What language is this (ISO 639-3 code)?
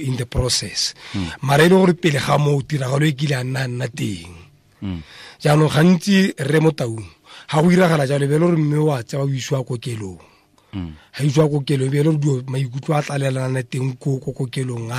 tsn